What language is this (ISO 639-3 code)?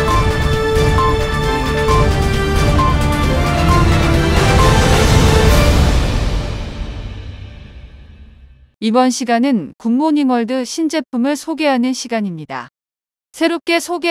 kor